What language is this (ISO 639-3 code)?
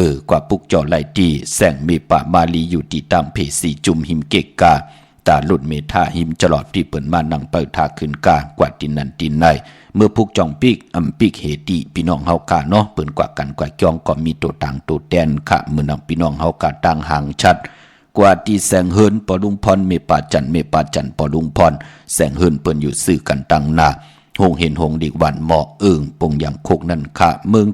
shn